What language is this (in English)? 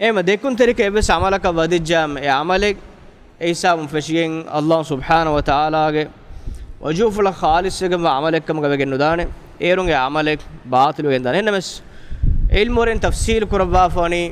Divehi